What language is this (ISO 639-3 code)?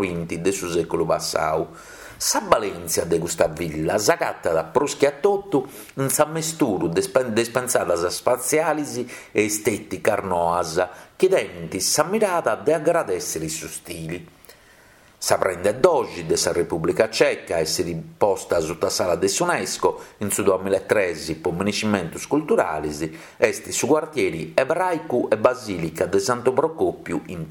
srd